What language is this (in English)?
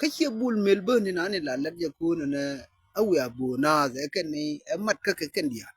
Nuer